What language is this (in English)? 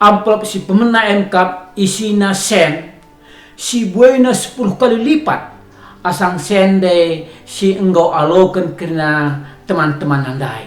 Batak Karo